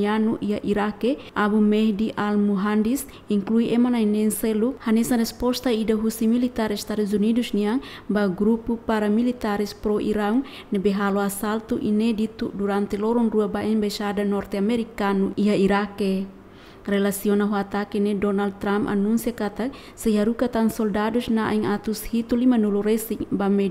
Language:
Tetum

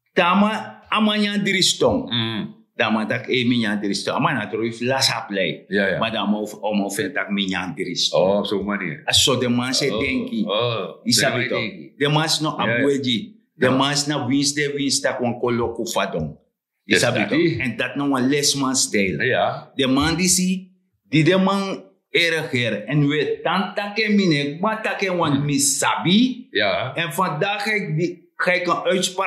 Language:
Sranan Tongo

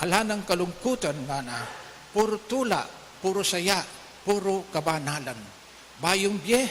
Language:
Pampanga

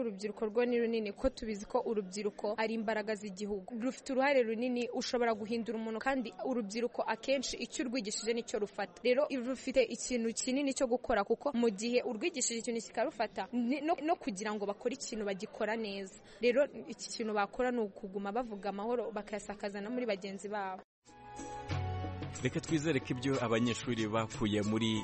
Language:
Kinyarwanda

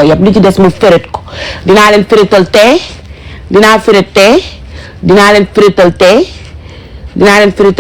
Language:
Wolof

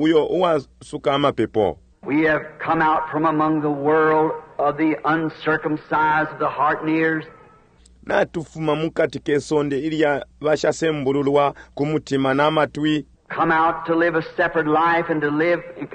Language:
Bemba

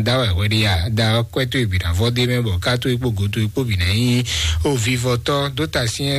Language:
Fon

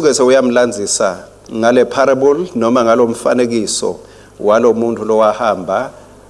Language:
Swati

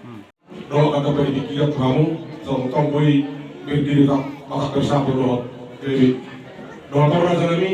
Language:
Batak Toba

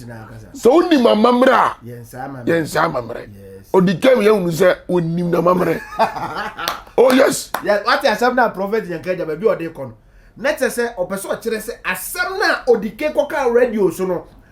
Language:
Akan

